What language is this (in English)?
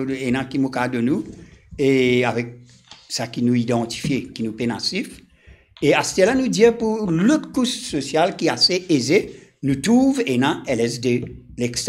Morisyen